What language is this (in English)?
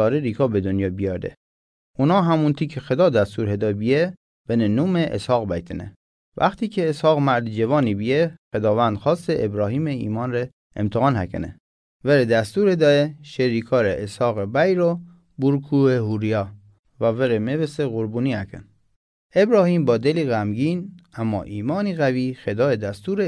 Mazanderani